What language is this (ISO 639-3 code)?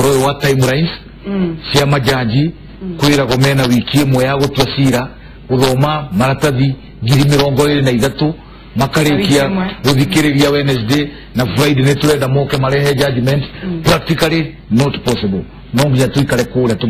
kik